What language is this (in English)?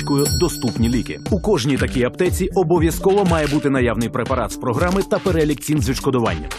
Ukrainian